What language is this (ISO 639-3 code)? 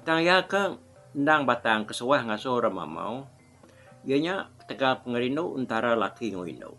iba